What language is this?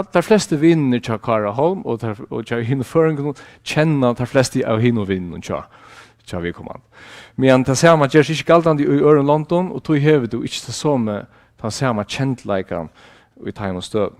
Faroese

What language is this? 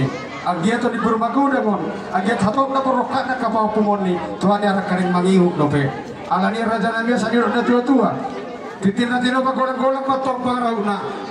Batak Toba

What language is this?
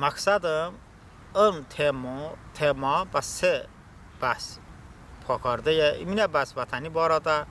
Talysh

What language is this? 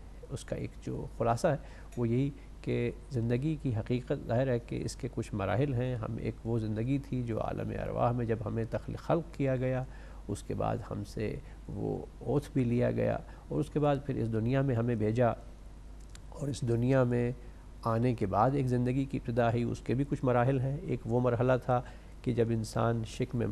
Urdu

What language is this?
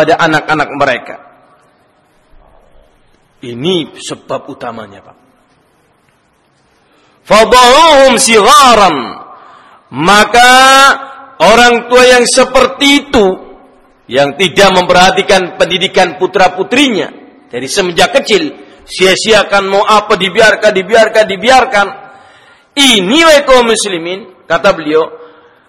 Indonesian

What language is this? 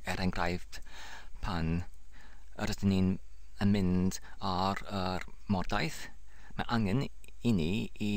Welsh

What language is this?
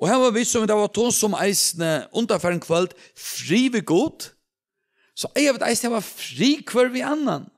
Faroese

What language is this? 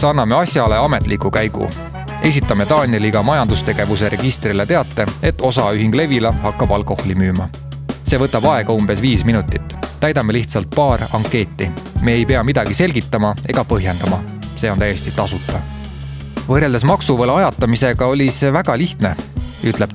Estonian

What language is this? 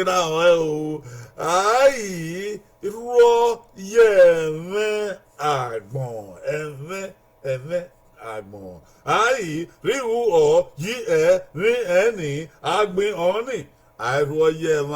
Bini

